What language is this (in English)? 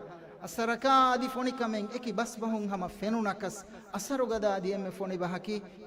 Divehi